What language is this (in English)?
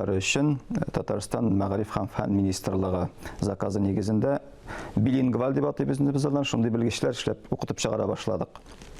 Tatar